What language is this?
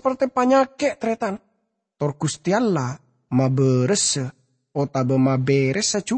Madurese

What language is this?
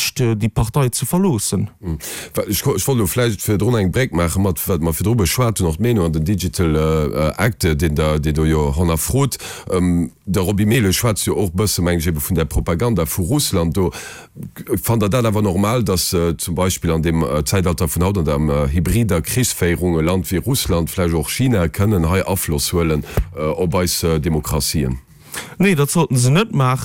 Luxembourgish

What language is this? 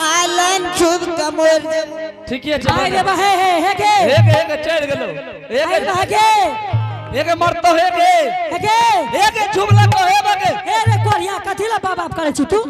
Angika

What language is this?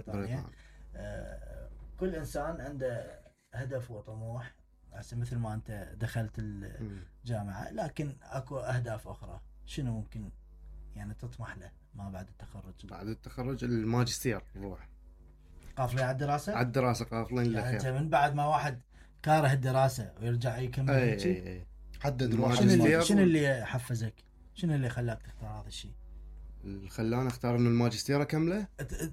Mesopotamian Arabic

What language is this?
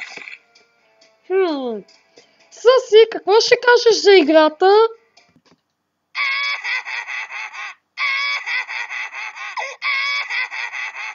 Bulgarian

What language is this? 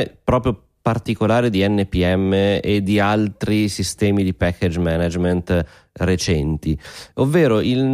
Italian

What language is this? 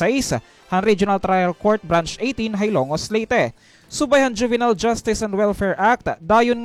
Waray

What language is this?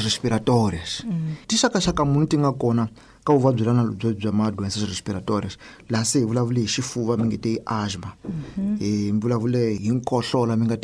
Tsonga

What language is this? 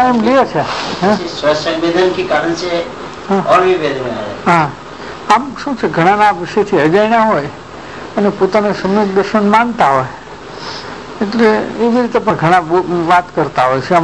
Gujarati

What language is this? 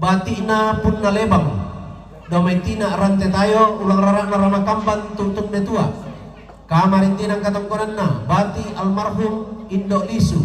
Toraja-Sa'dan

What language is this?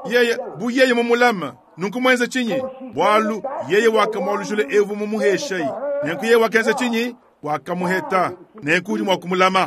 Luba-Lulua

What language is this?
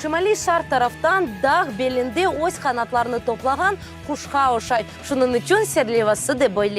Crimean Tatar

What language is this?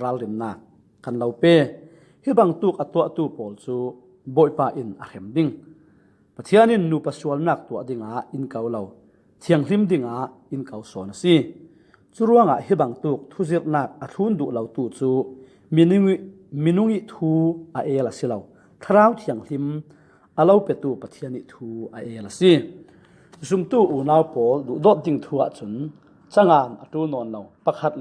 Falam Chin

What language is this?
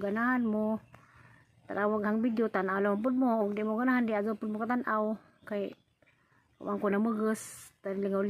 Cebuano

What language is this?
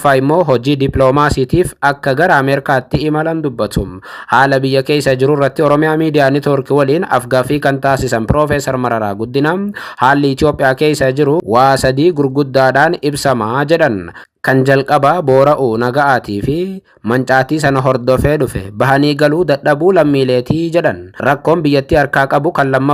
Oromo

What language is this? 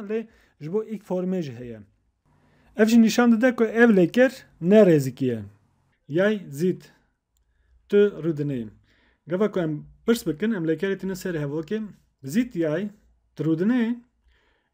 Kurdish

